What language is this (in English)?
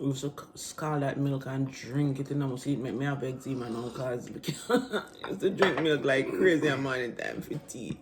Jamaican Creole English